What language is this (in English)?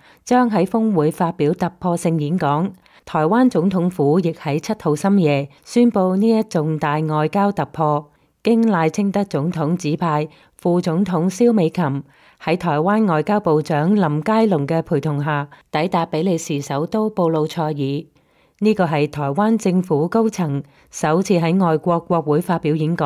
Cantonese